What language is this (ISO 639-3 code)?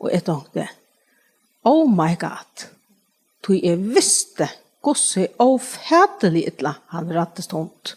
fao